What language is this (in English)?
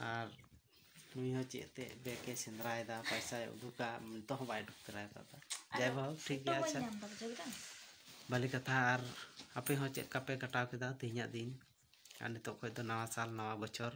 Santali